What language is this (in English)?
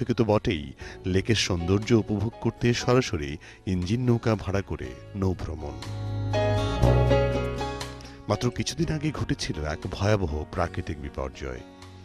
Bangla